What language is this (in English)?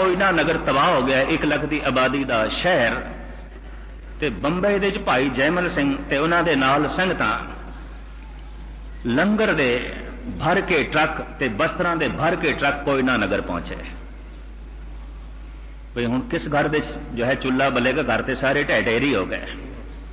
Punjabi